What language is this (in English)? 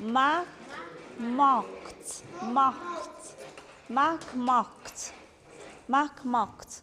Tlahuitoltepec Mixe